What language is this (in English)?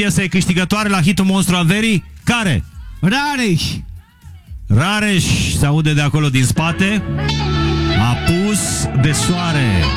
Romanian